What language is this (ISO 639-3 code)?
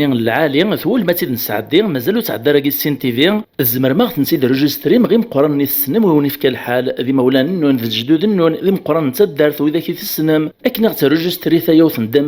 kab